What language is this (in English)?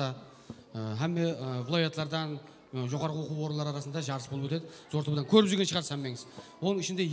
Kara-Kalpak